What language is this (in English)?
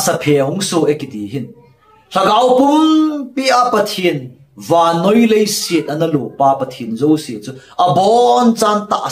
Thado Chin